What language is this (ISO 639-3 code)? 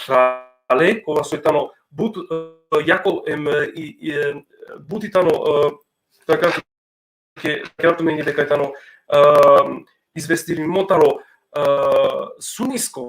rmn